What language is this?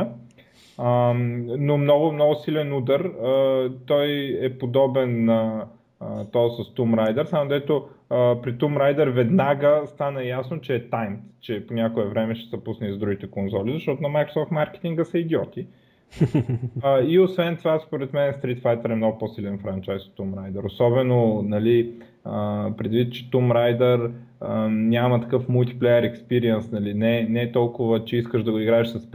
Bulgarian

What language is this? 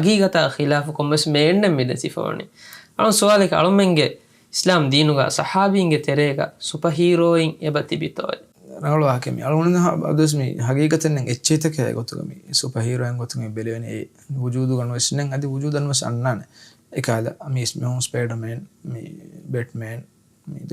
Divehi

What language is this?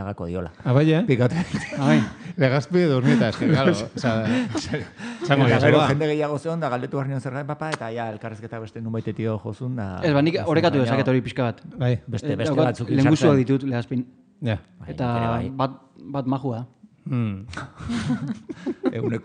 Basque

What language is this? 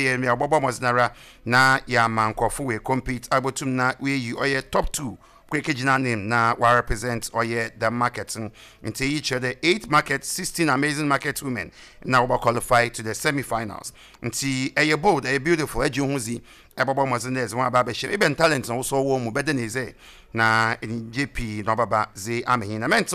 Akan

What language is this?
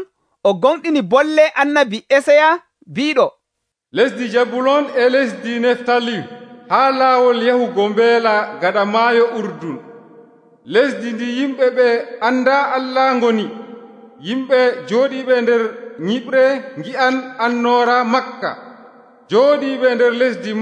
Nigerian Fulfulde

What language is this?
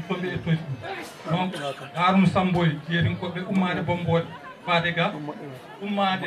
Fula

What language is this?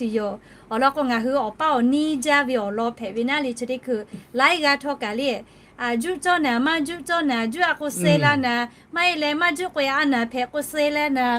Lahu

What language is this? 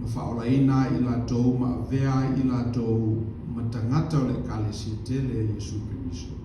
Samoan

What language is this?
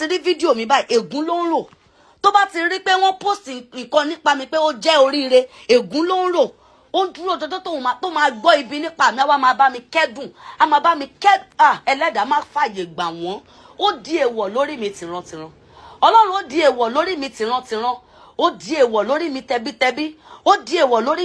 Yoruba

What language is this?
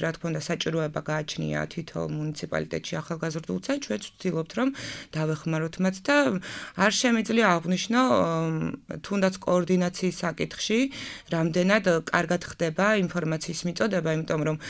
Georgian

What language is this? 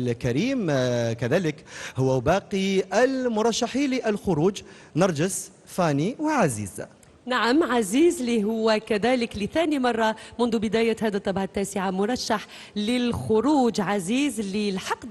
Algerian Arabic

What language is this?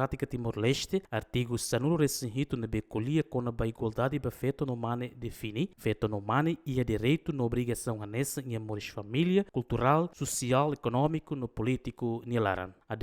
Tetum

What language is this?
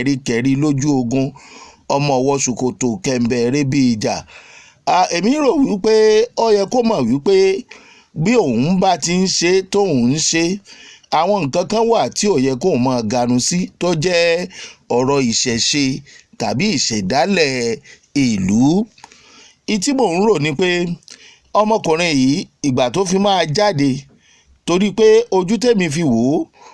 Yoruba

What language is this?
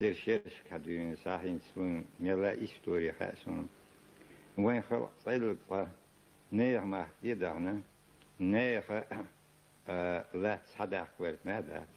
Chechen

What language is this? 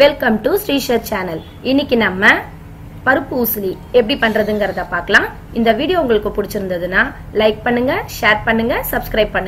Tamil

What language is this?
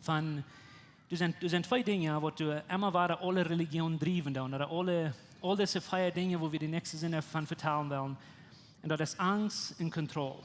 Plautdietsch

